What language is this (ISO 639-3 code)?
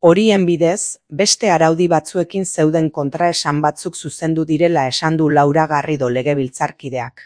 eus